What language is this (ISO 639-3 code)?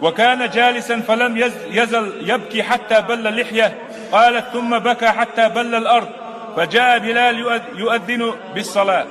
che